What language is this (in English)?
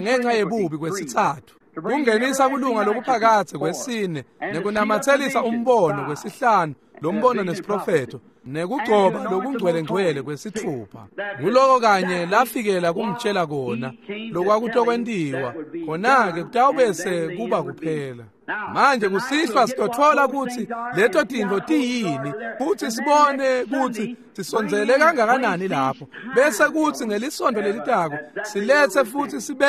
Swati